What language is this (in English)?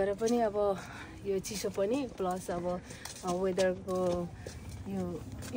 Nepali